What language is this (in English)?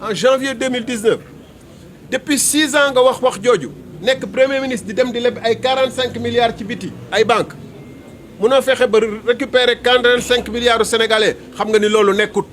Wolof